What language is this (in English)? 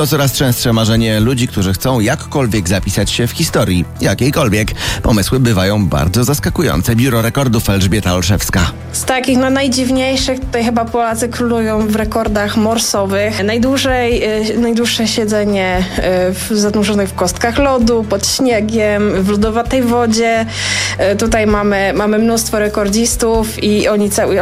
Polish